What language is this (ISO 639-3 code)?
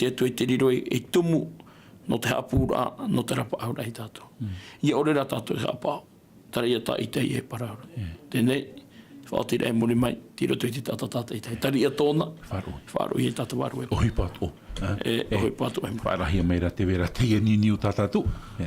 tah